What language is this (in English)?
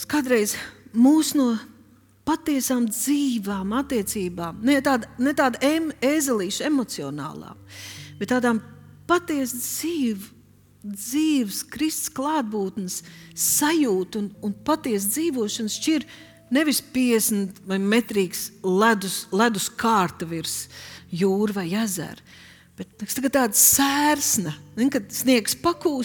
Latvian